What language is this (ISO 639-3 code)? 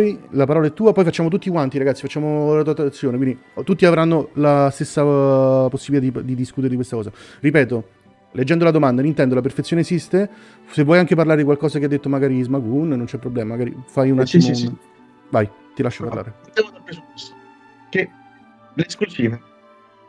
ita